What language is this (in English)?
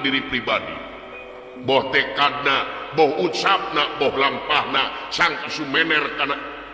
Sundanese